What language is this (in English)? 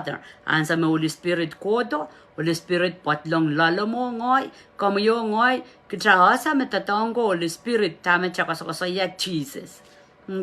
Pohnpeian